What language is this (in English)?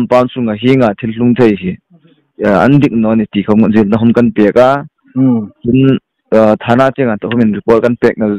Hmar